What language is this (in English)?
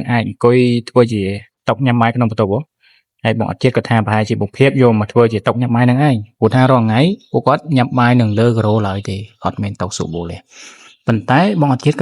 Khmer